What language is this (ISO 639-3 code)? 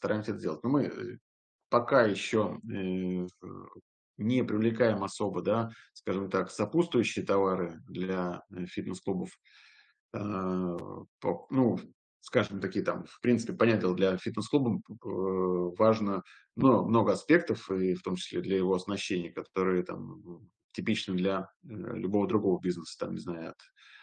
rus